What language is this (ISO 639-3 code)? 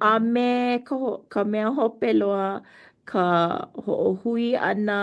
haw